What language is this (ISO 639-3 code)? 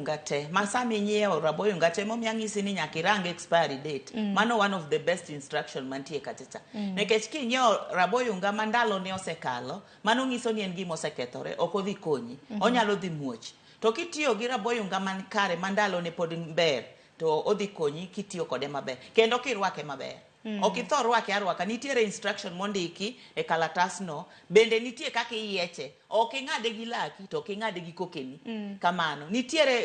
luo